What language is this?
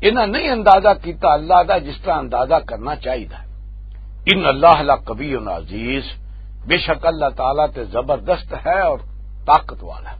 Western Panjabi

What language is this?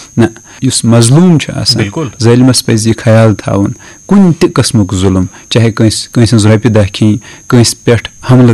Kashmiri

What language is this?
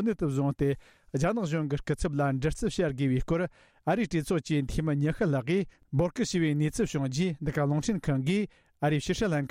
Tibetan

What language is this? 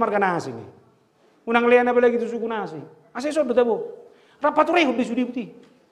Batak Toba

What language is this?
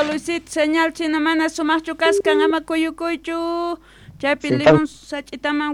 South Bolivian Quechua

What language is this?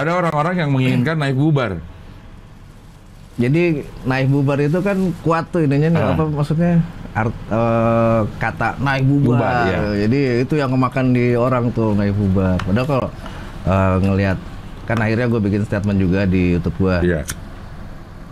Indonesian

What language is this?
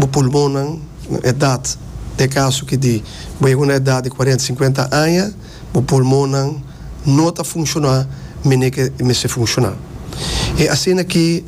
Papiamento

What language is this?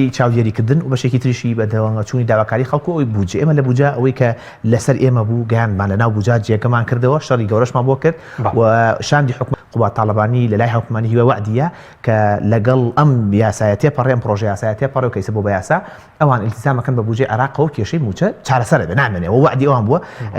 Central Kurdish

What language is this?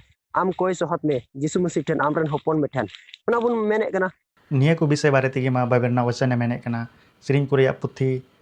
Santali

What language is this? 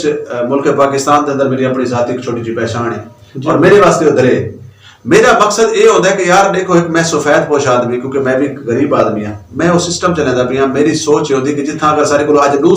Western Panjabi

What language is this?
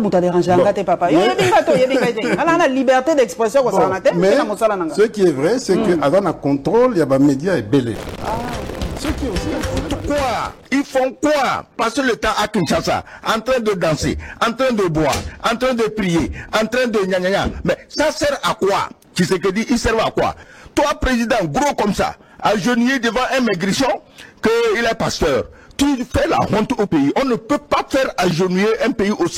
French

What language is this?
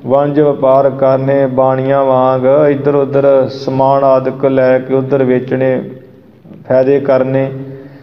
Punjabi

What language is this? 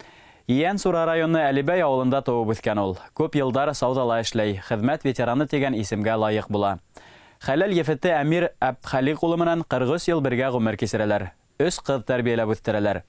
Bashkir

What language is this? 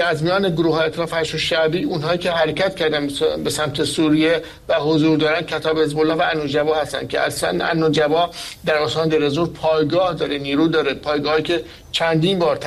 Persian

